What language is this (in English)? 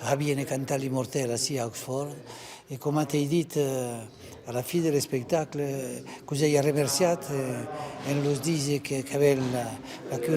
Occitan